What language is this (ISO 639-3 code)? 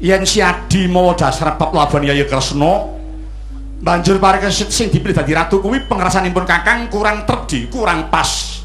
jav